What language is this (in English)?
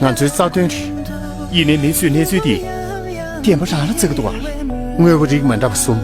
Tibetan